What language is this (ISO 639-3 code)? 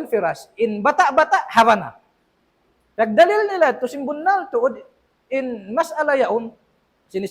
tsg